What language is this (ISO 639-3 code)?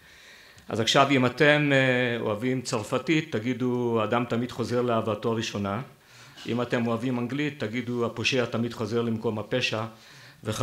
heb